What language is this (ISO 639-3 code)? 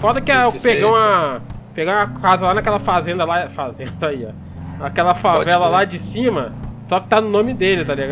por